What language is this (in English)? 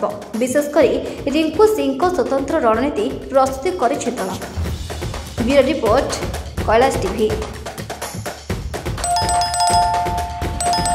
Odia